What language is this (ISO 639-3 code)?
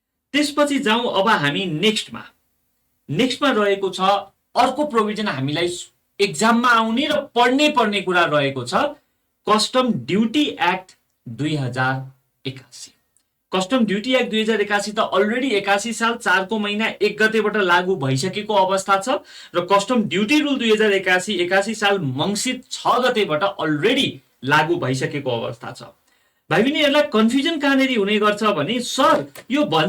nep